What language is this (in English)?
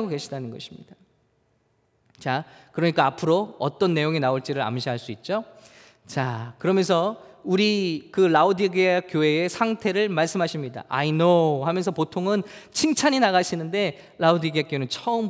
Korean